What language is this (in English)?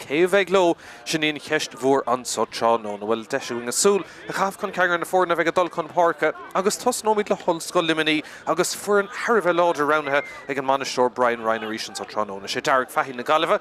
Irish